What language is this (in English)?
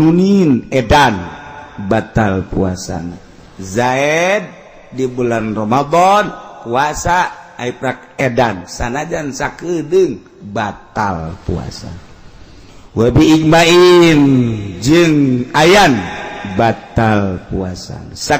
Sundanese